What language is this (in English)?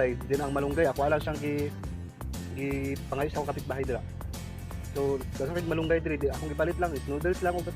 Cebuano